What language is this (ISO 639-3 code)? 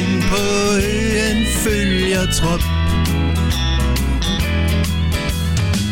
dan